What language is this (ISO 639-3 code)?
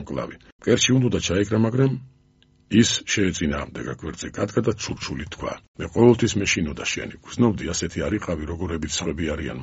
kat